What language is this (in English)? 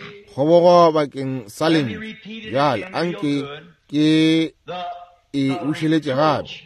Northern Sotho